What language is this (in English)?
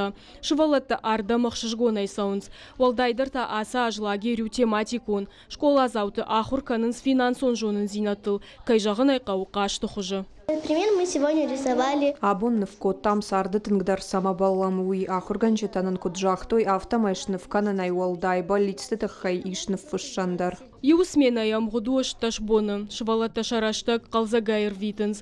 Ossetic